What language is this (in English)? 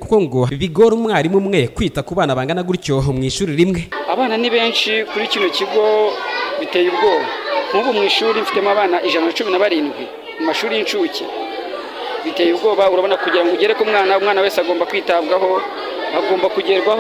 Kinyarwanda